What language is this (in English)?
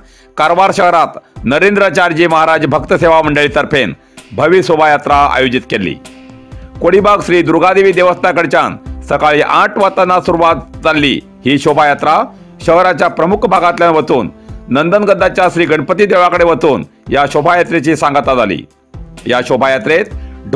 Konkani